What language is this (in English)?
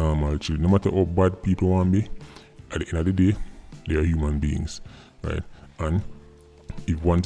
Jamaican Creole English